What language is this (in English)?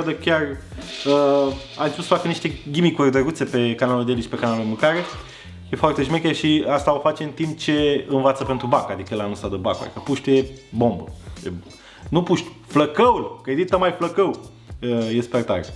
Romanian